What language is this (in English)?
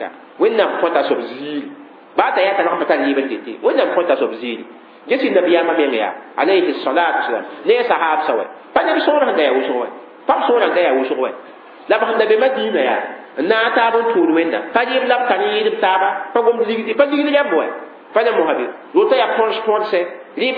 Mossi